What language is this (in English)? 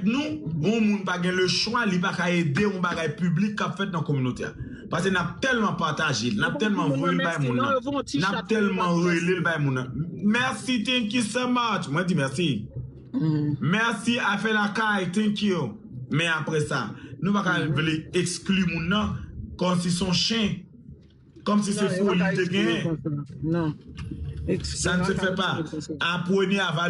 Haitian Creole